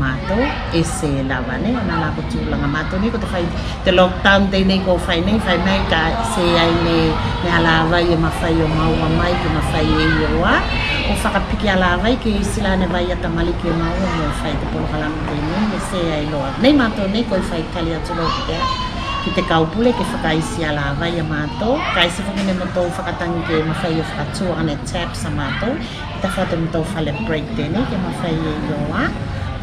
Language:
Tuvalu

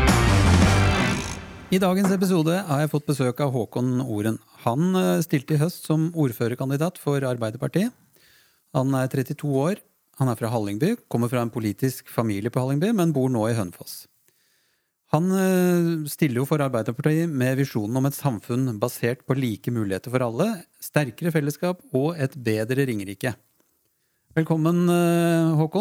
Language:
Norwegian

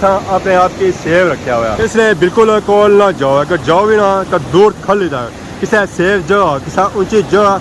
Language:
Pahari-Potwari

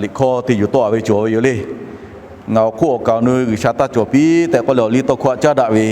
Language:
Lahu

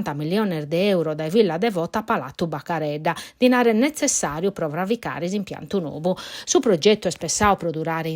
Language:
Sardinian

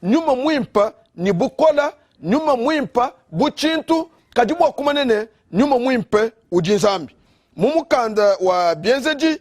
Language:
Luba-Lulua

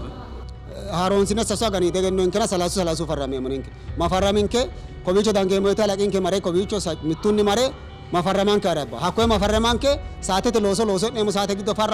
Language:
Sidamo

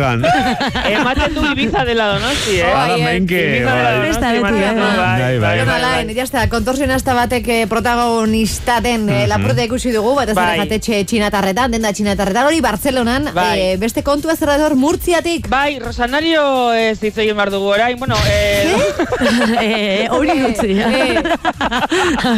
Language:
Basque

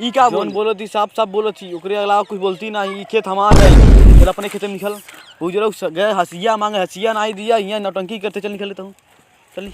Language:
Awadhi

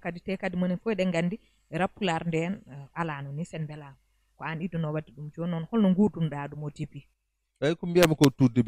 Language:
Fula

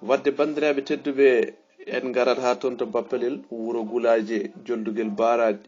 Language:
Fula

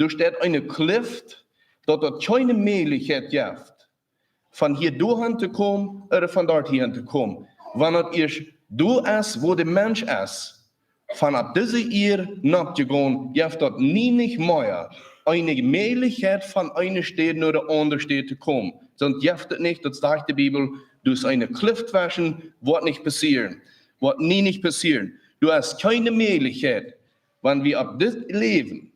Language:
Plautdietsch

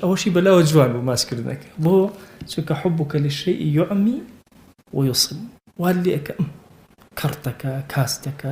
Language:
Central Kurdish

